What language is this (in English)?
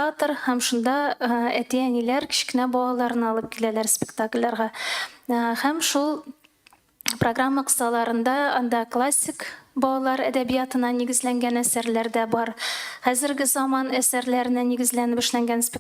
Tatar